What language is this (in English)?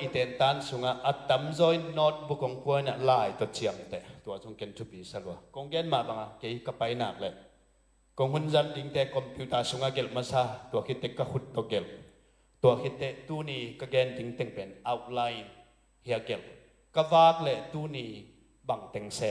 Tedim Chin